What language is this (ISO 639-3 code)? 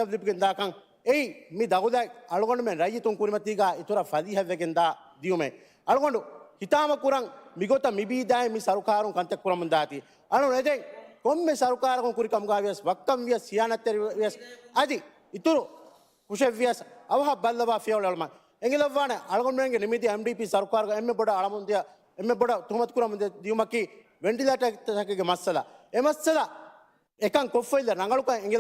div